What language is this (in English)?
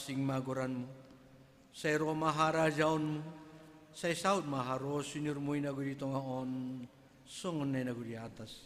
Batak Simalungun